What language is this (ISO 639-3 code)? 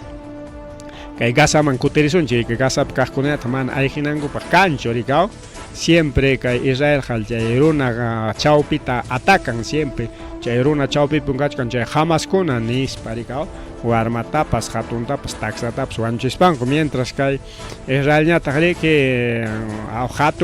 quy